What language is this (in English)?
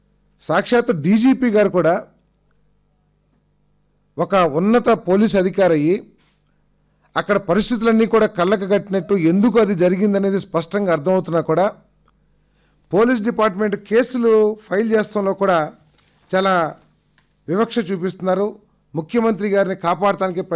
Telugu